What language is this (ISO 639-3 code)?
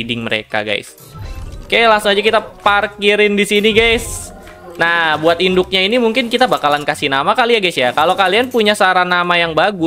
ind